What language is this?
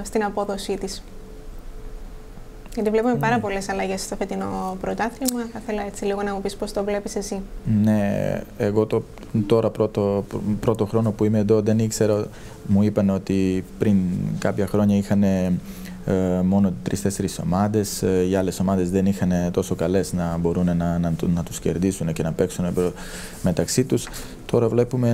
Greek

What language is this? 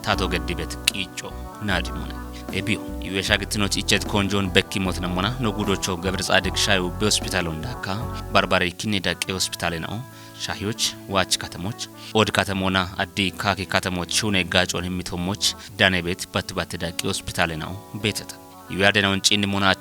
Kafa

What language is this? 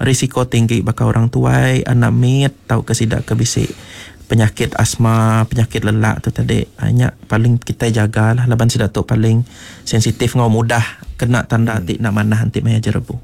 Iban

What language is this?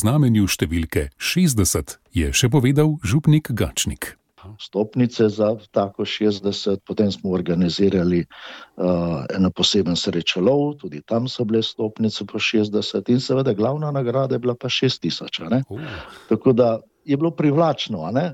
Slovenian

